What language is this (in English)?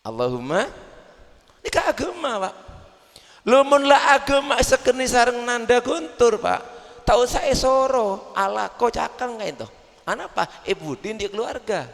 Madurese